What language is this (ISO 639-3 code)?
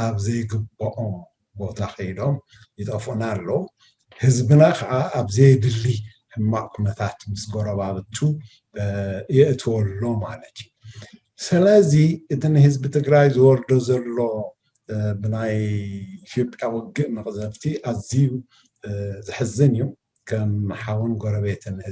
tir